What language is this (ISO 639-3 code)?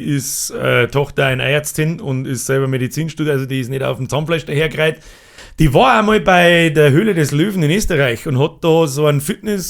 bar